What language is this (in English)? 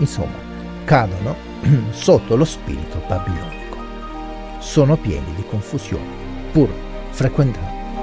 Italian